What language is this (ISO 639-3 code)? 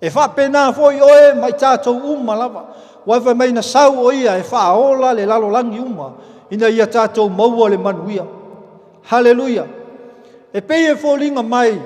smo